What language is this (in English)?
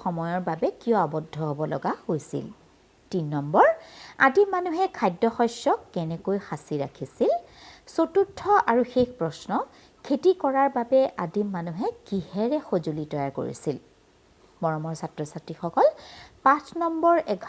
Assamese